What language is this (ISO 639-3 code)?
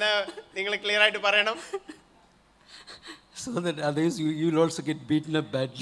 mal